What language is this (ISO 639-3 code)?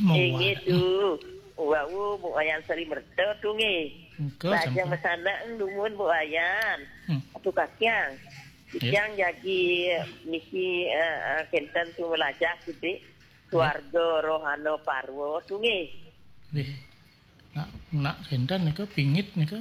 ban